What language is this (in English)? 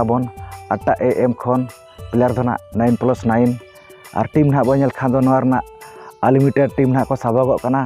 Santali